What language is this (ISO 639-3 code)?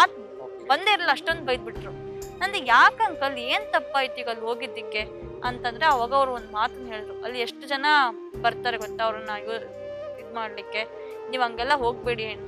kan